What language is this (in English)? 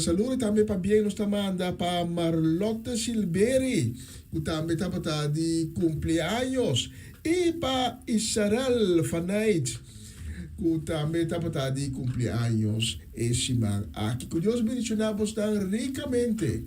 Papiamento